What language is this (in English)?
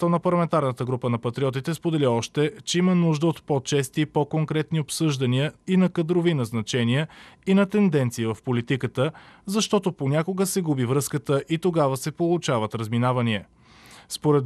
Bulgarian